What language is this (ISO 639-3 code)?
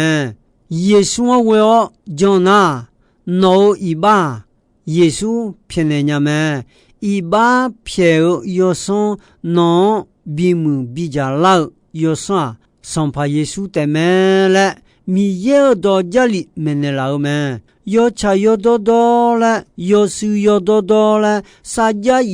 ahk